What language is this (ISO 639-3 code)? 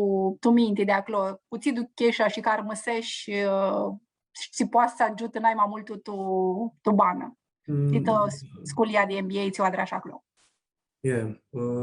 rup